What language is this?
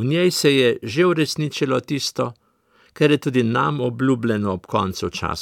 Slovenian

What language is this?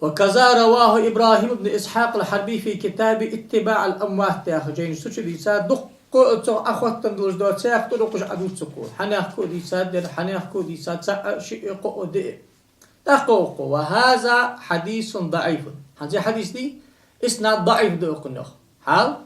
Ingush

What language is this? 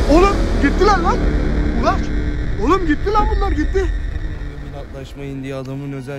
Turkish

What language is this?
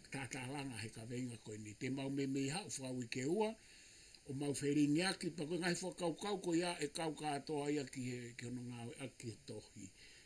Tongan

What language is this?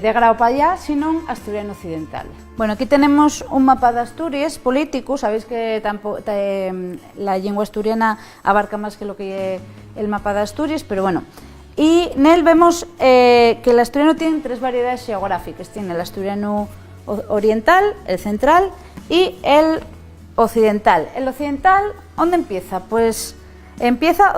Asturian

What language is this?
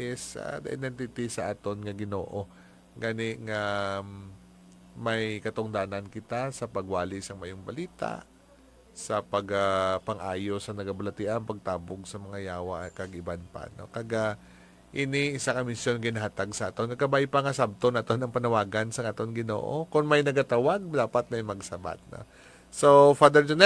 Hiligaynon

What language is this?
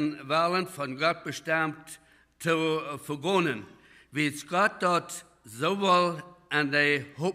Plautdietsch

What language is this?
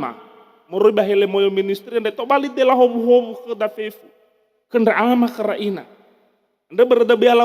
Nias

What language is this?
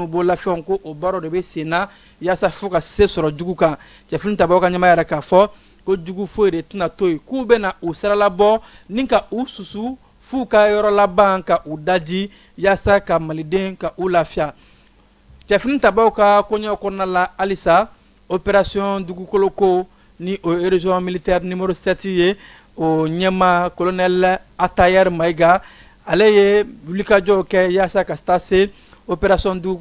Bambara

